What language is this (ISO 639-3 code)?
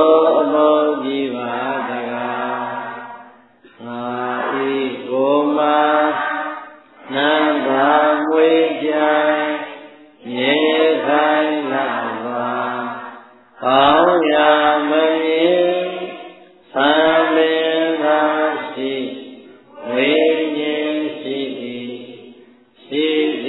mya